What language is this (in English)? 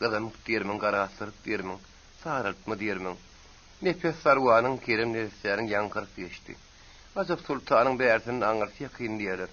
Turkmen